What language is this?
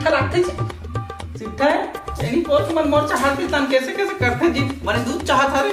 Chhattisgarhi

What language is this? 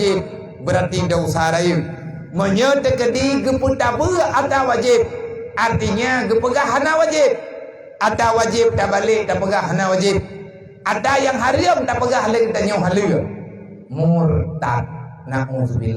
Achinese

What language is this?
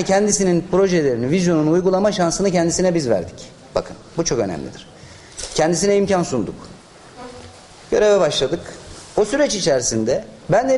Turkish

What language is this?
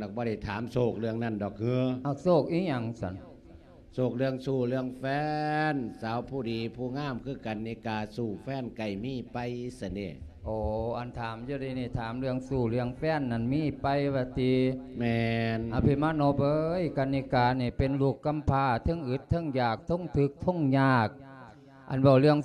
Lao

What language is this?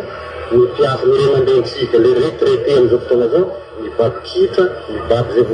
Malagasy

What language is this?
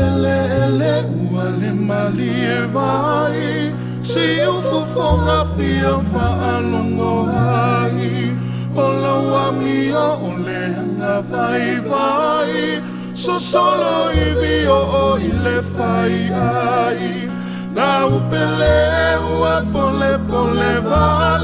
Samoan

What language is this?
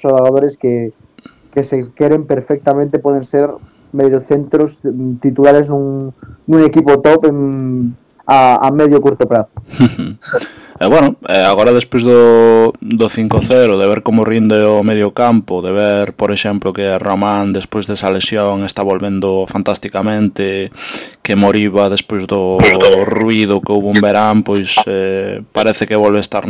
Galician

